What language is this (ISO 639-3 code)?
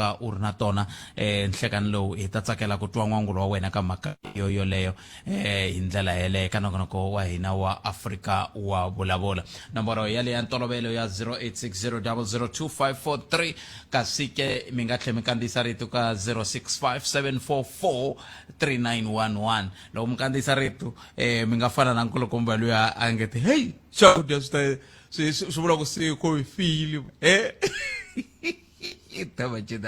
tso